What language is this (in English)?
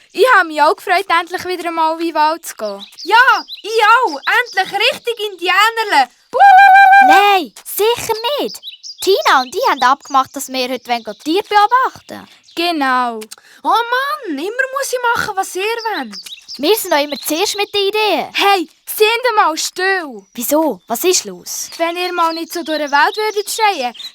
Swiss German